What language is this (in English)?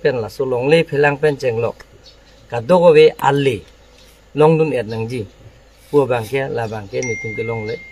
Karbi